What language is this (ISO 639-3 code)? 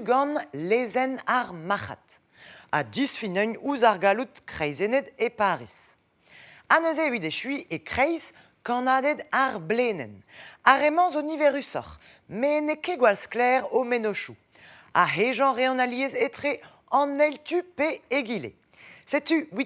bre